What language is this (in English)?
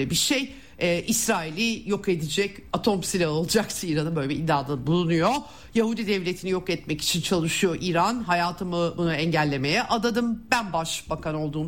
Turkish